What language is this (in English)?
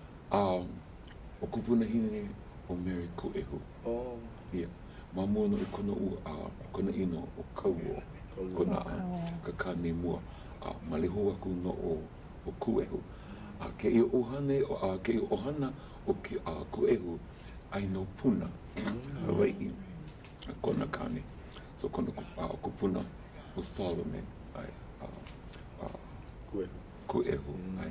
Hawaiian